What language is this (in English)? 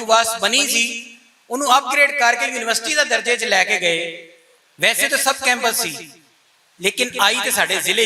Western Panjabi